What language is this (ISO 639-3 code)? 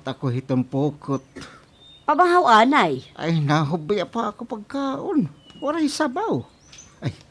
war